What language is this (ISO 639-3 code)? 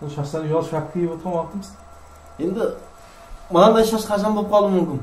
kaa